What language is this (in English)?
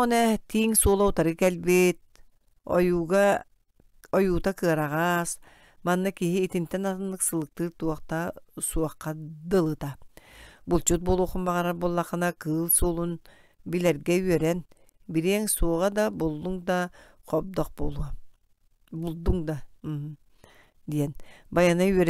Yakut